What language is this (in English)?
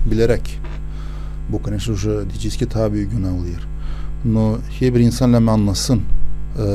Gagauz